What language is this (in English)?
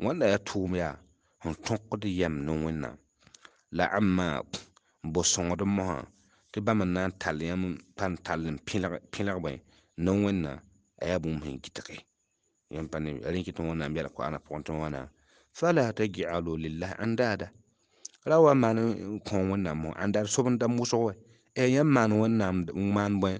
Mossi